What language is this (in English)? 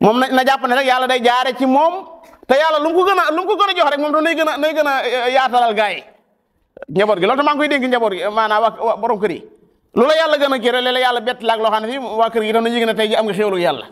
Wolof